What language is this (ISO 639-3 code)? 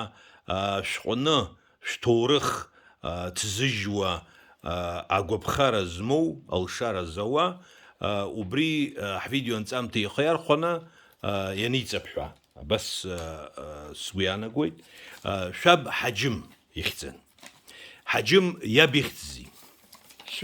abk